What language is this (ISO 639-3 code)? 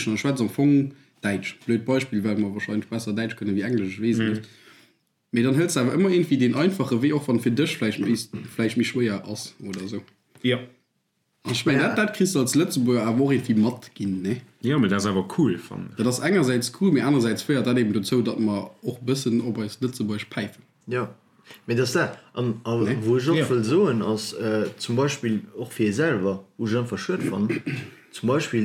ltz